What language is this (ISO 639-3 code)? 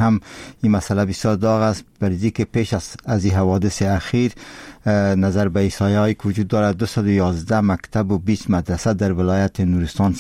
fas